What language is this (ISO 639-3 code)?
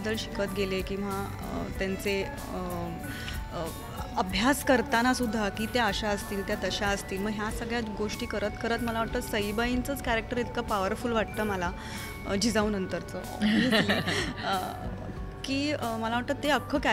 mar